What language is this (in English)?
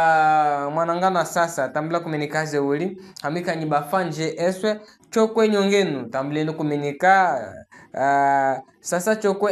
Chokwe